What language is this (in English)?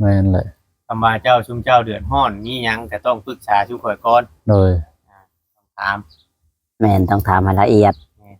Lao